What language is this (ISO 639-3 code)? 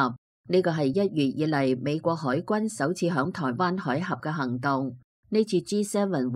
yue